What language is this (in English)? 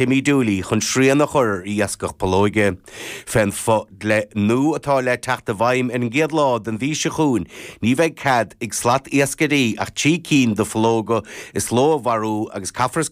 Irish